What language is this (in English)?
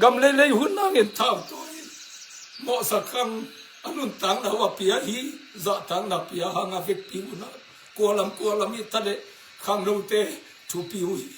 Tedim Chin